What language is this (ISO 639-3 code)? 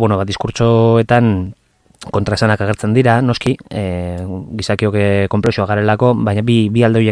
eus